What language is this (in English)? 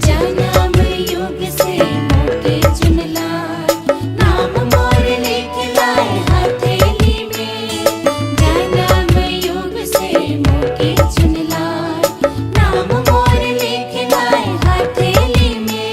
Sadri